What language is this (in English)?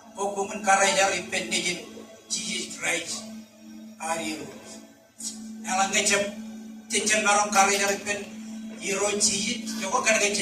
Marshallese